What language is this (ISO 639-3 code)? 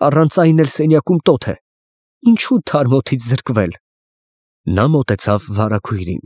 hye